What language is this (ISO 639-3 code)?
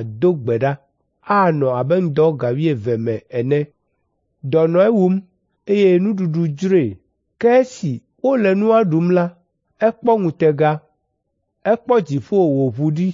ewe